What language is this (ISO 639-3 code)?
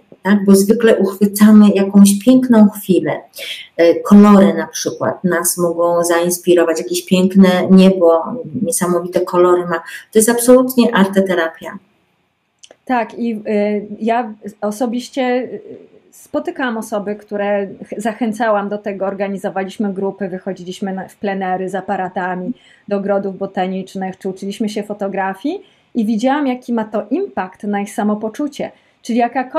pol